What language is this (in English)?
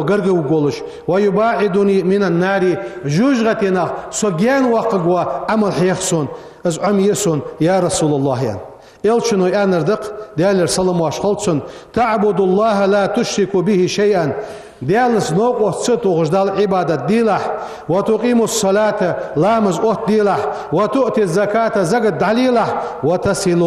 Ingush